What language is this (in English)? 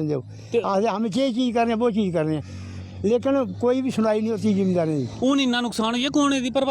Dogri